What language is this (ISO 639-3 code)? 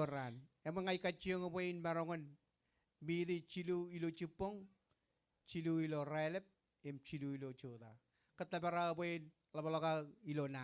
mah